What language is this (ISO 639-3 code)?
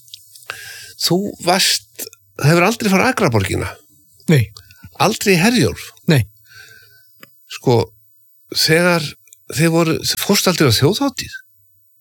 isl